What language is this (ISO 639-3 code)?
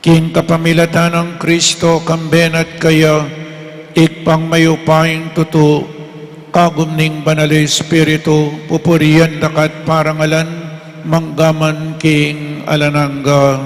pam